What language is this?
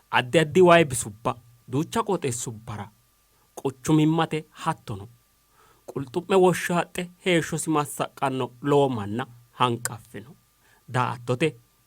Sidamo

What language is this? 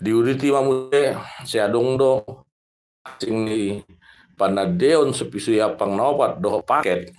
Batak Toba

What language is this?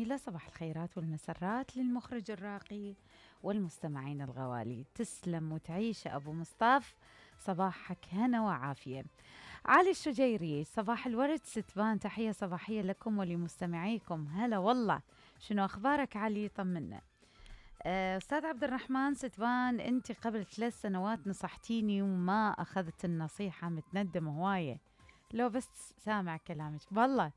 Mesopotamian Arabic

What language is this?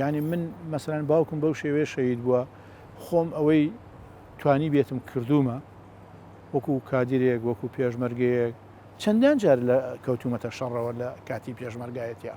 Central Kurdish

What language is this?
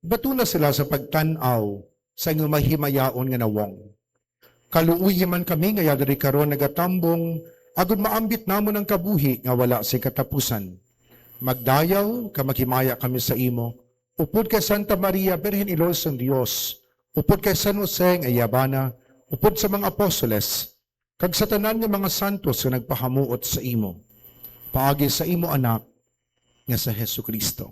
Hiligaynon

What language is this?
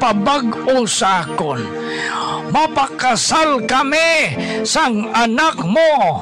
Hiligaynon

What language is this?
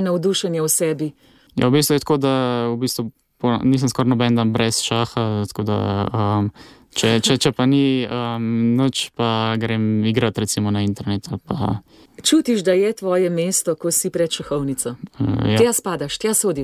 Slovenian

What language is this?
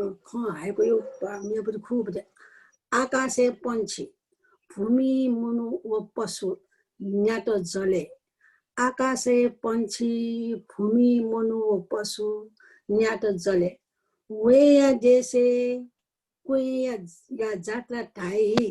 Newari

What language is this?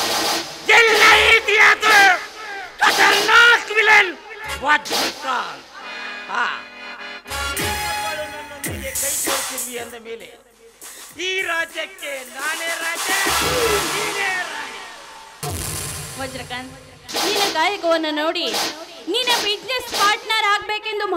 Kannada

